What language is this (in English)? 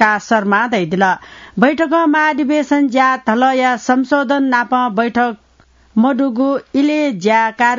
Newari